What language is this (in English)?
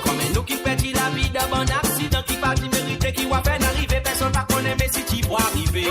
Morisyen